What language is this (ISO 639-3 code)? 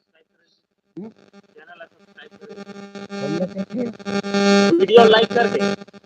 hne